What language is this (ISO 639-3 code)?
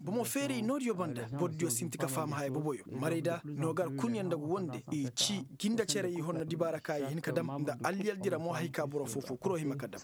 ses